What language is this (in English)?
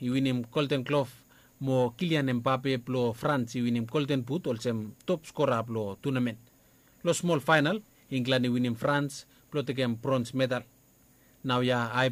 Bislama